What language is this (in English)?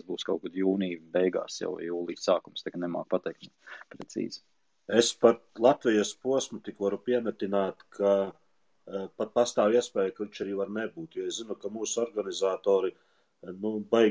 Latvian